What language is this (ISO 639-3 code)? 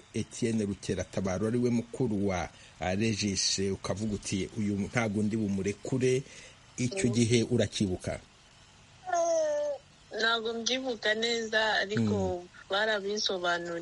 kin